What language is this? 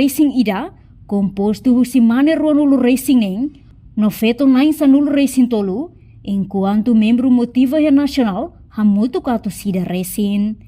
Tetum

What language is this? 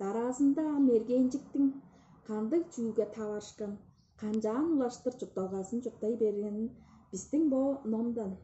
Tuvinian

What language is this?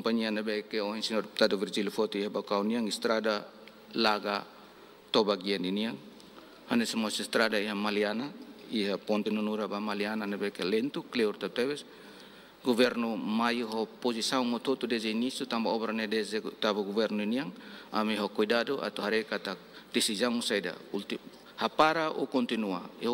Tetum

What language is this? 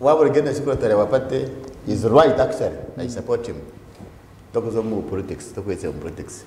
Nyankole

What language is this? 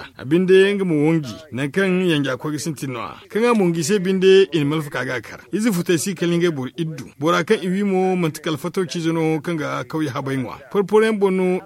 Zarma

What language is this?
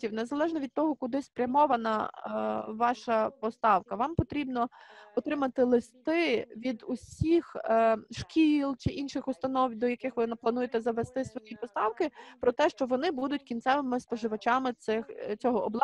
Ukrainian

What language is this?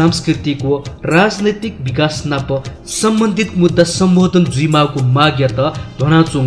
Newari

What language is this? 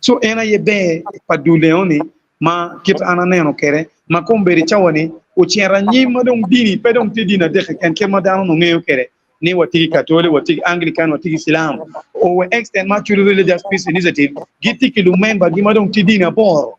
Acoli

